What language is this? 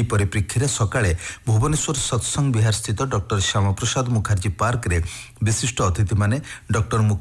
Odia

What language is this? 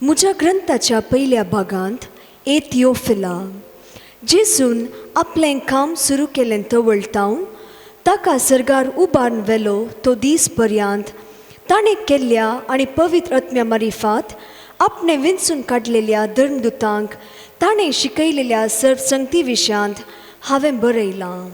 Konkani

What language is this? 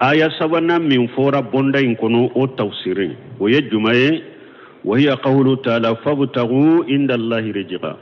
Bambara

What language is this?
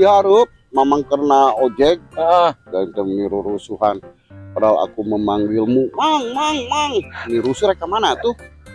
Sundanese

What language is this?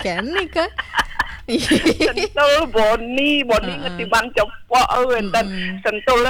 Balinese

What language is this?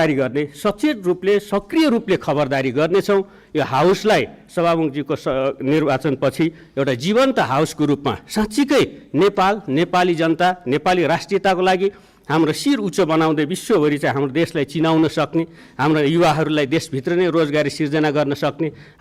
Nepali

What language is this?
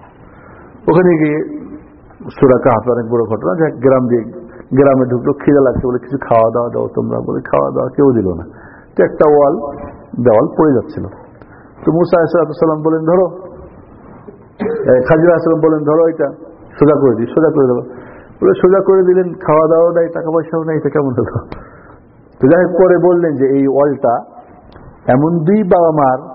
Bangla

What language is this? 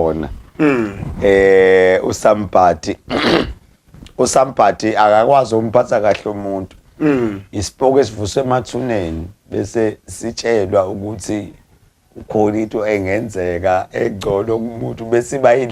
Zulu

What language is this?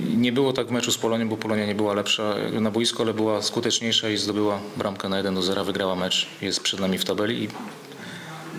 Polish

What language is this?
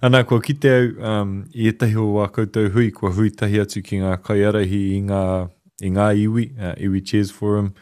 Māori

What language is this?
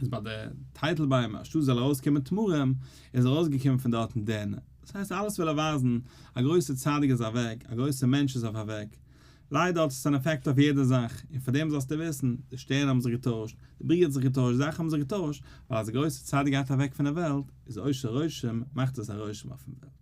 Yiddish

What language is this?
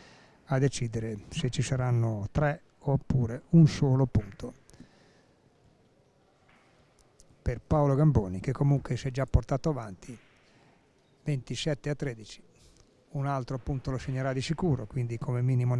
Italian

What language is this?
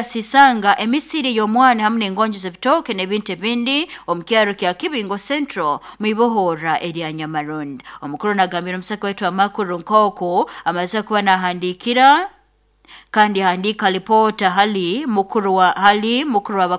Nyoro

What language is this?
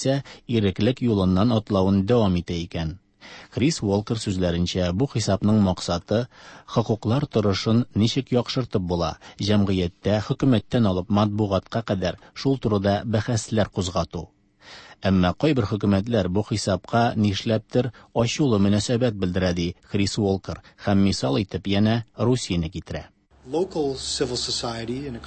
Tatar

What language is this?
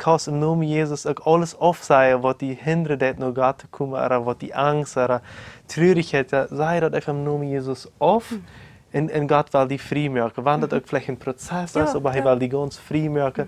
Plautdietsch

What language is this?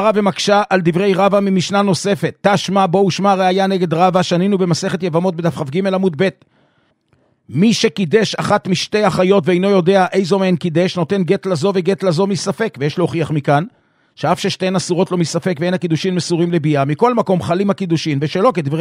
Hebrew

